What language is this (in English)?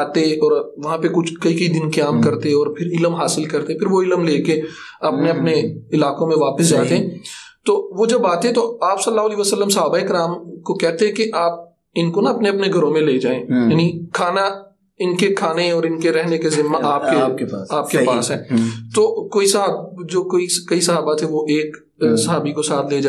Urdu